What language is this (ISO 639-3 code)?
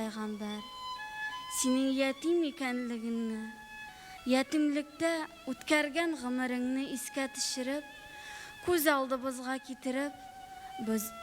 tat